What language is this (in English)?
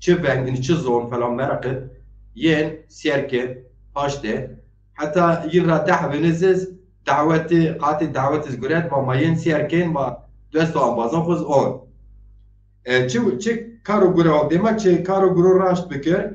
Zaza